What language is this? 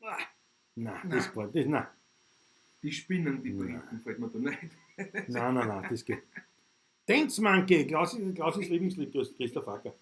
Bavarian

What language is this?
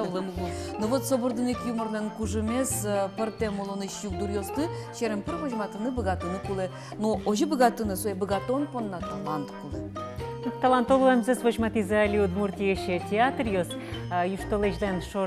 Udmurt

